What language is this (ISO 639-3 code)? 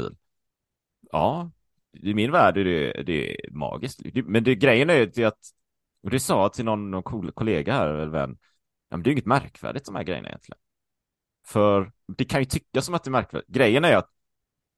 swe